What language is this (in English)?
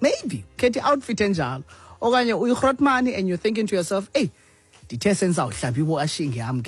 Xhosa